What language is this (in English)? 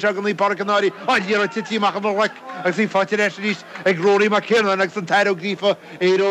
Irish